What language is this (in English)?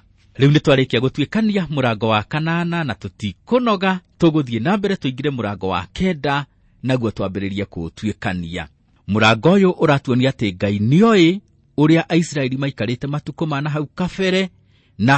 Kikuyu